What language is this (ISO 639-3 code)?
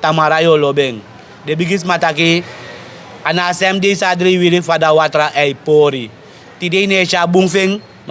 srn